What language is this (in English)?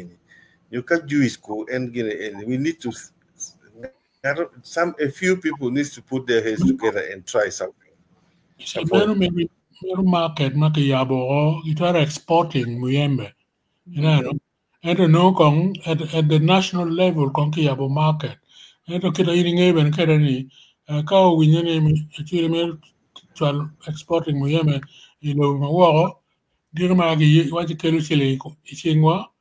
Acoli